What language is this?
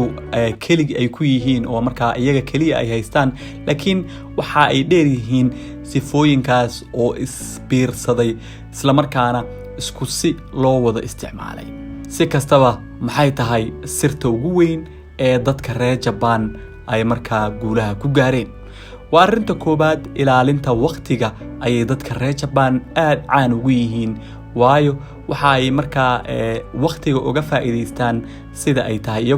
Somali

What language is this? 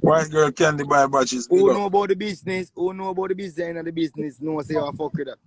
Jamaican Creole English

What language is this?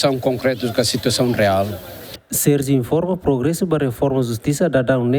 Tetum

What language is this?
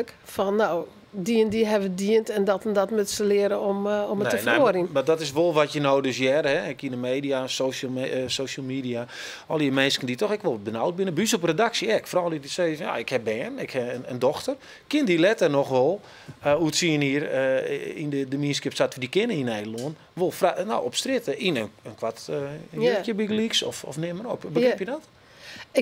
Western Frisian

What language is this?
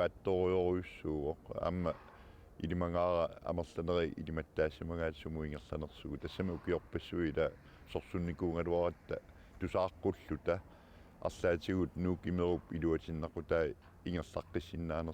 Kalaallisut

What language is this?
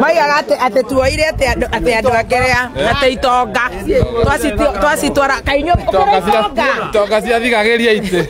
Kikuyu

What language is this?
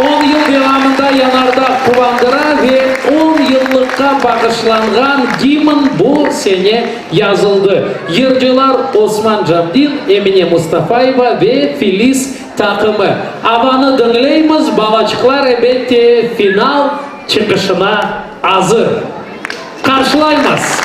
Crimean Tatar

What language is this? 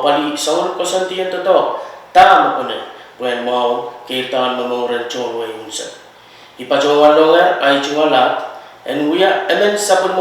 Pohnpeian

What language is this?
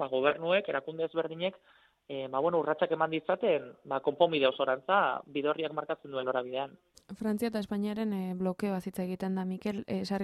Basque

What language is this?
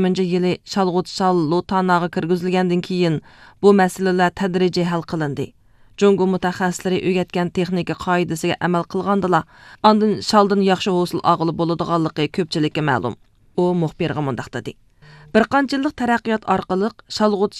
Uyghur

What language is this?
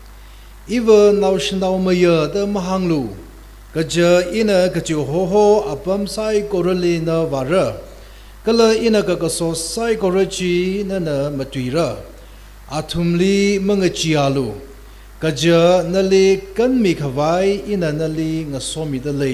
Tangkhul Naga (India)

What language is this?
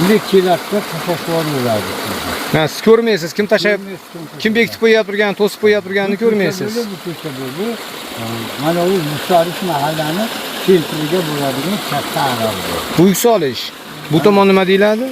Uzbek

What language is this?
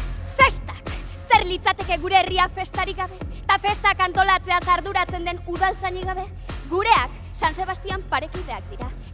Basque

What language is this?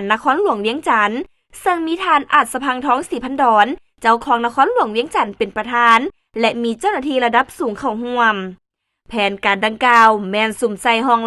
Lao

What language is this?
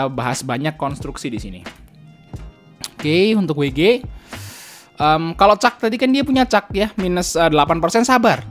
Indonesian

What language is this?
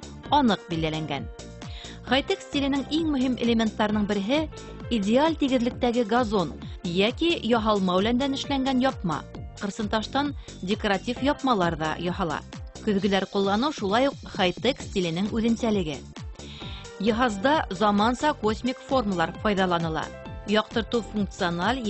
Bashkir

